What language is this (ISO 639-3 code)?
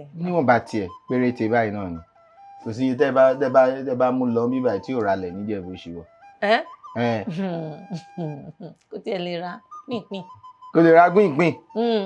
yor